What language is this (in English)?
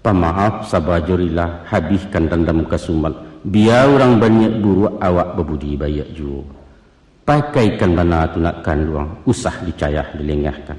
Minangkabau